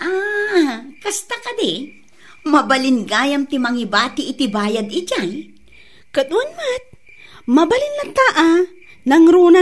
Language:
Iloko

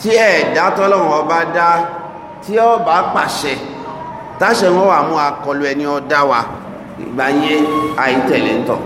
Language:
Yoruba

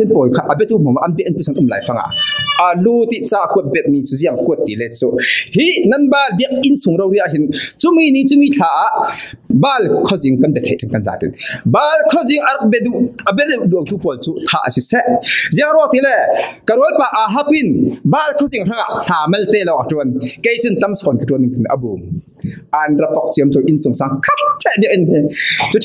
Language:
Falam Chin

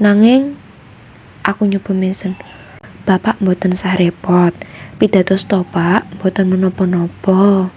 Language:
Javanese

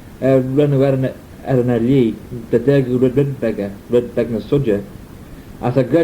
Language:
Manx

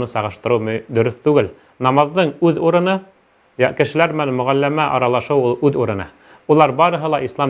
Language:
Bashkir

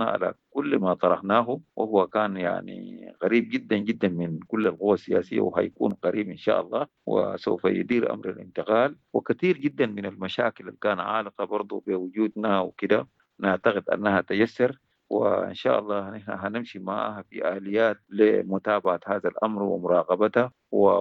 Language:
Sudanese Arabic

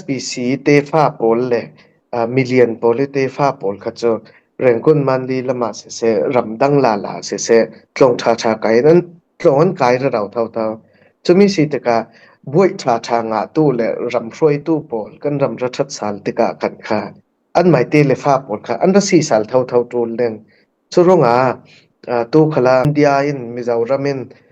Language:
Falam Chin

